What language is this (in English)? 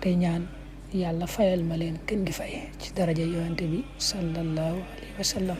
Wolof